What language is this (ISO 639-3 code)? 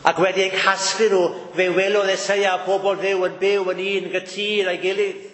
cym